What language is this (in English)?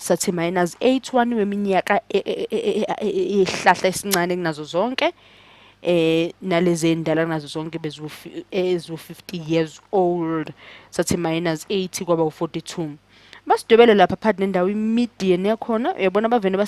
Zulu